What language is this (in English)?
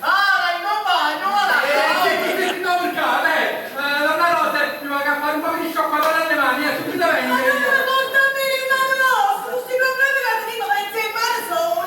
Neapolitan